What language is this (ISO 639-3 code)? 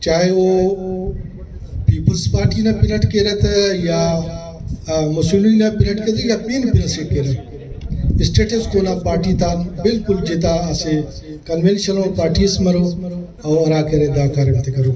brh